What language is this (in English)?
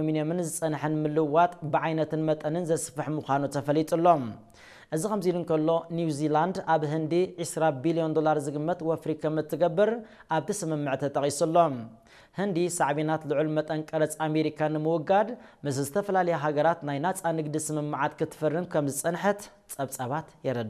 Tigrinya